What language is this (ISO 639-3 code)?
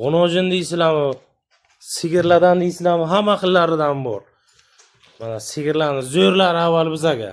uzb